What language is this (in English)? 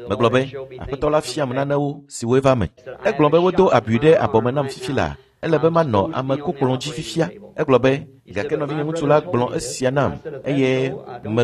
Ewe